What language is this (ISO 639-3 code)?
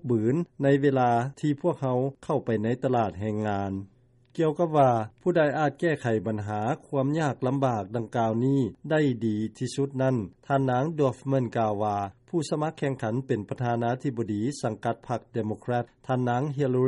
lao